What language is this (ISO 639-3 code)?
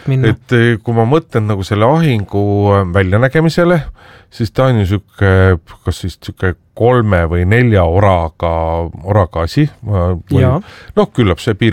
est